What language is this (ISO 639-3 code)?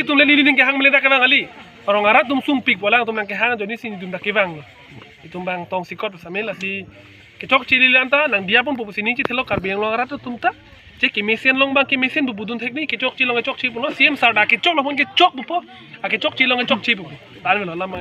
mjw